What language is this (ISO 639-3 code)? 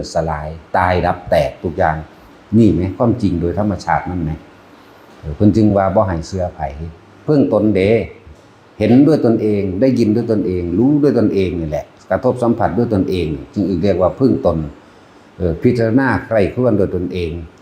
tts